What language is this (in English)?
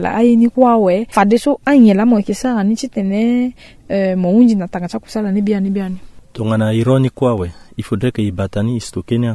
Sango